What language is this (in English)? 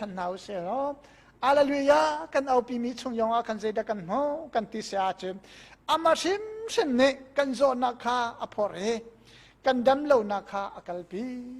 Hakha Chin